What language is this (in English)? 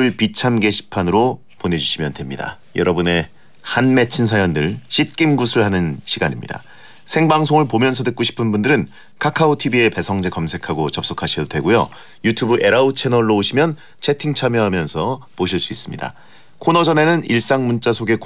Korean